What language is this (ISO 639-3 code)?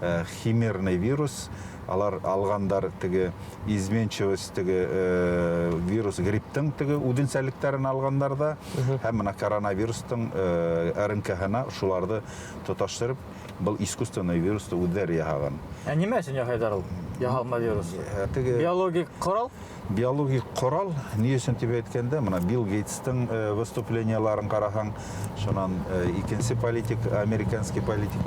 bak